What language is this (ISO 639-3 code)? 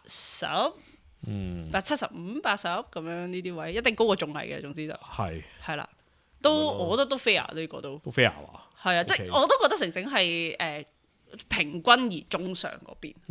yue